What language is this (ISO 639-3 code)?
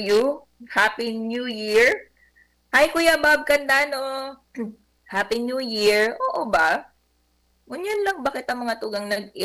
bik